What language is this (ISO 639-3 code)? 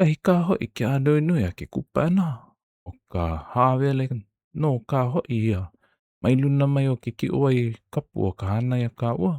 haw